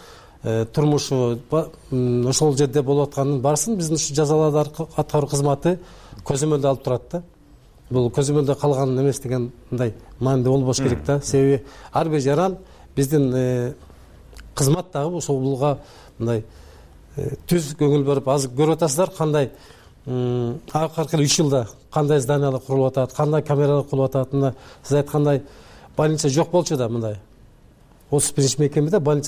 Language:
Kyrgyz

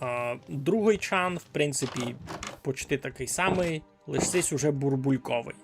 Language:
Rusyn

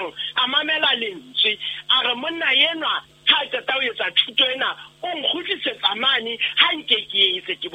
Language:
Southern Sotho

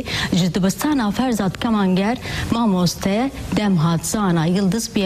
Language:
Kurdish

